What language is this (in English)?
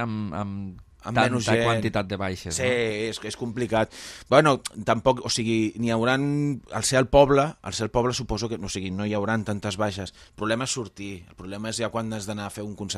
Catalan